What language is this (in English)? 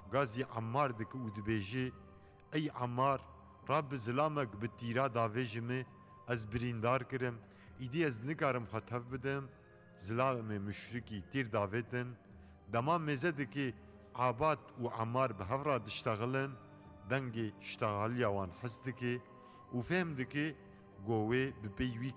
Kurdish